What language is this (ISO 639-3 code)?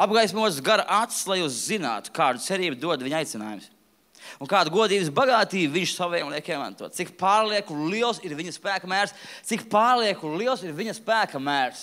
lav